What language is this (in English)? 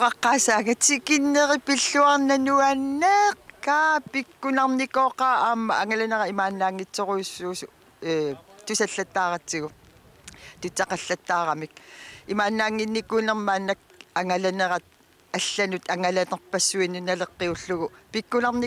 Kalaallisut